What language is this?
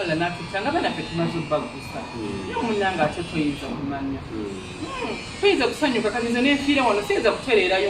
Ganda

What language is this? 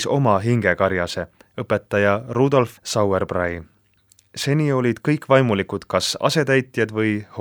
Estonian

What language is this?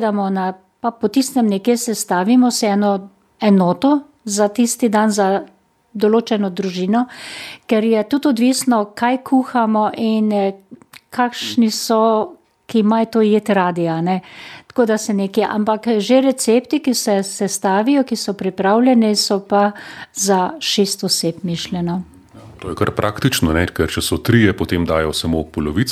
Slovenian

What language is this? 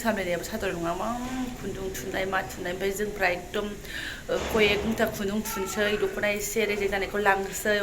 Bodo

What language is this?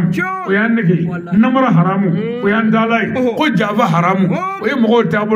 Bambara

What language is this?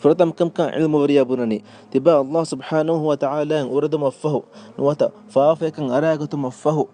Divehi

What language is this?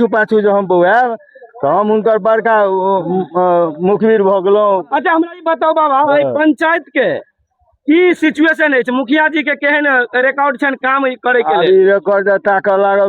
Maithili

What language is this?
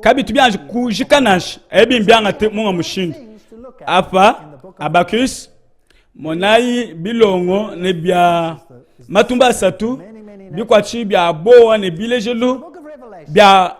Luba-Lulua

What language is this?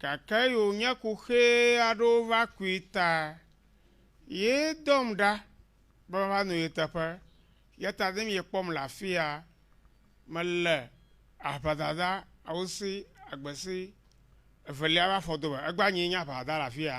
Ewe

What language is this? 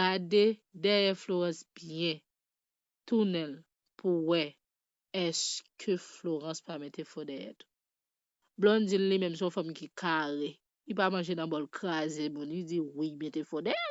Haitian Creole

